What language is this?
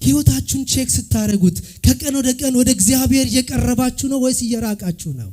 Amharic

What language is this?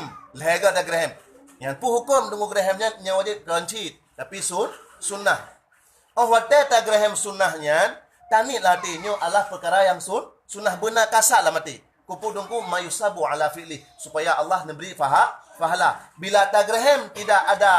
Achinese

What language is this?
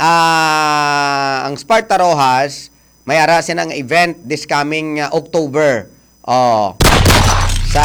Hiligaynon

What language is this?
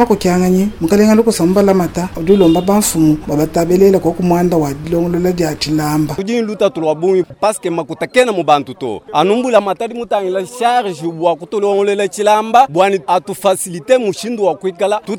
Luba-Lulua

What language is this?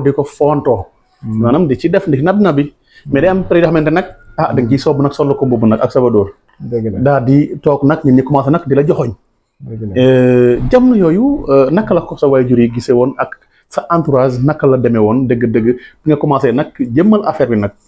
Wolof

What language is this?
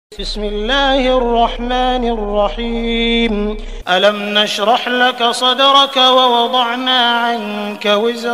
Arabic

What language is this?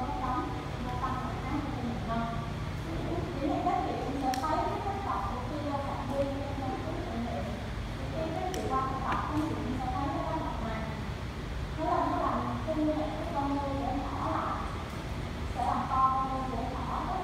Vietnamese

